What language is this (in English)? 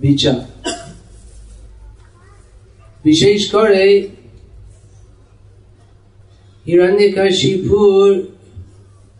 Bangla